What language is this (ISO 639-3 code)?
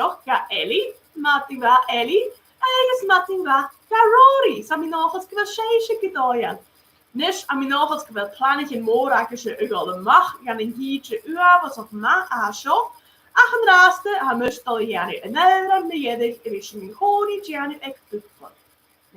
gla